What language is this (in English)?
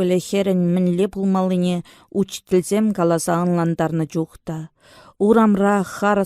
Chuvash